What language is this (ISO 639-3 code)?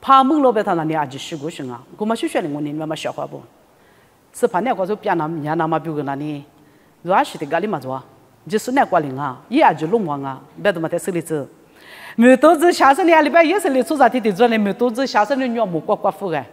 lis